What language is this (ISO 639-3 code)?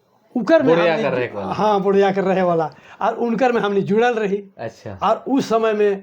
sck